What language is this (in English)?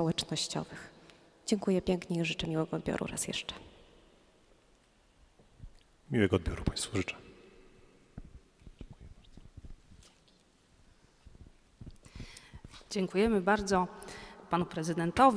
Polish